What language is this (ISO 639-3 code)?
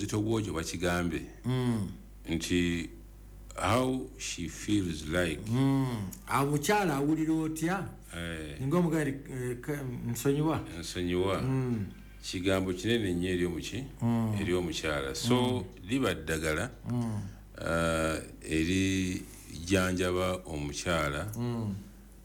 lug